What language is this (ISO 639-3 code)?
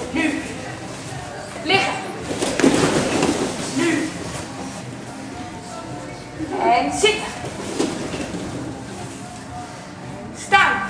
nld